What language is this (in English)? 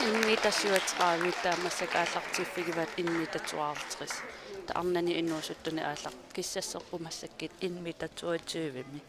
Kalaallisut